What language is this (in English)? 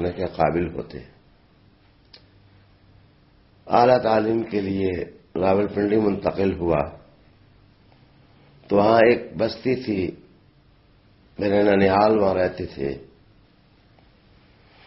Urdu